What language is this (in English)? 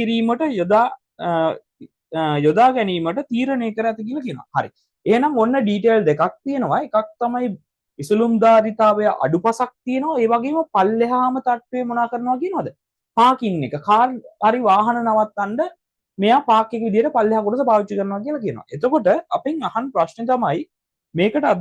Sinhala